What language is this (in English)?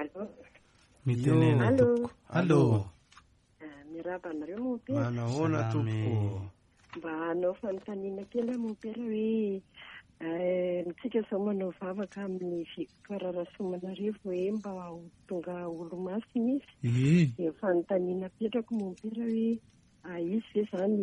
Malagasy